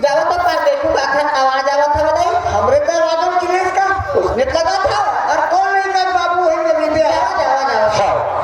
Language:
Chhattisgarhi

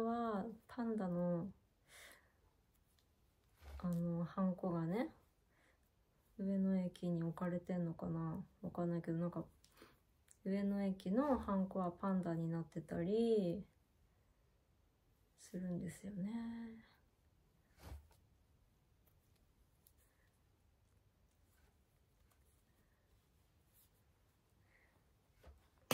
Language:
Japanese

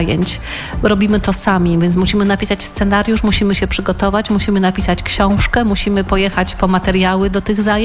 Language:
Polish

